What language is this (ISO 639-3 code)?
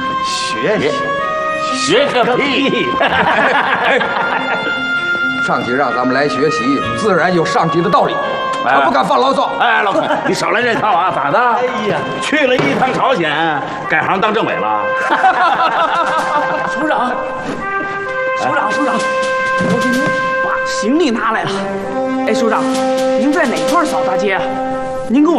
zho